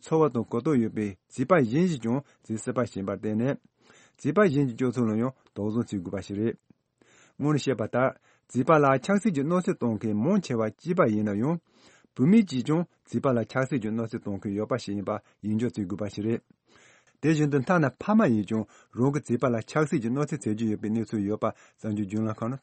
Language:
Tibetan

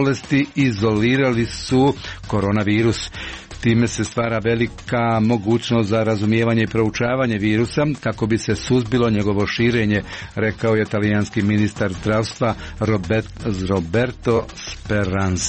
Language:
Croatian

